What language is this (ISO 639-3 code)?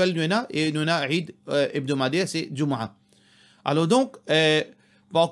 mfe